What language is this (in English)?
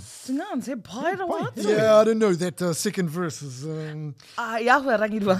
Māori